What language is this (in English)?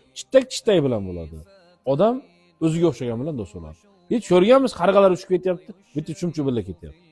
Uzbek